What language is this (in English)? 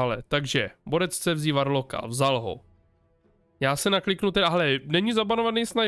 Czech